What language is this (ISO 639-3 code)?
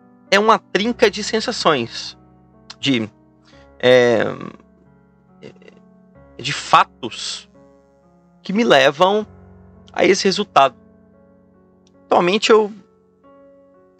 por